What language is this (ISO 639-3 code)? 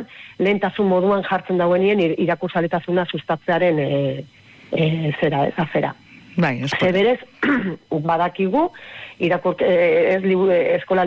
eus